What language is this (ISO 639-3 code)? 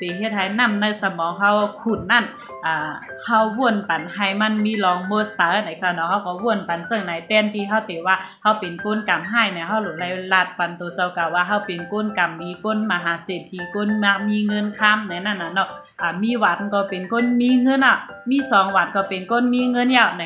shn